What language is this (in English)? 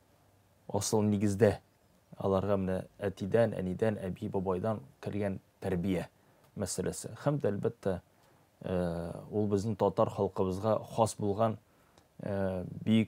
Tatar